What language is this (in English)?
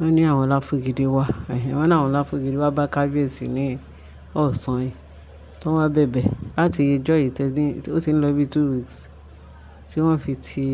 Yoruba